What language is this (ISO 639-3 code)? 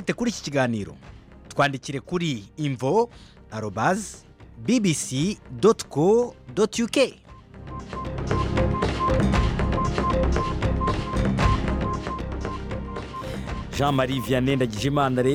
kin